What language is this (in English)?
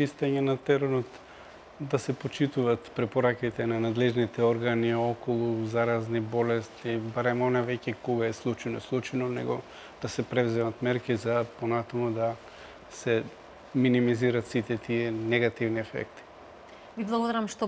Macedonian